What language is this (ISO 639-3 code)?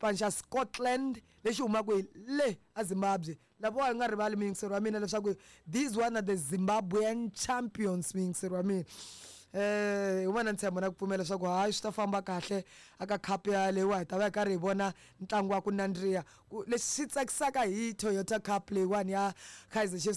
tso